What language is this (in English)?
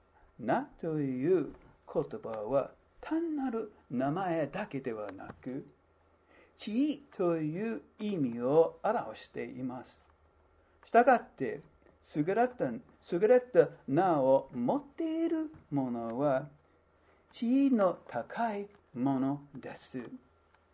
Japanese